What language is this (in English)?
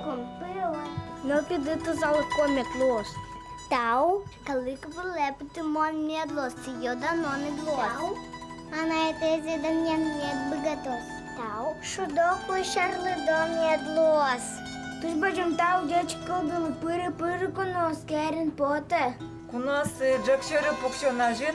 Udmurt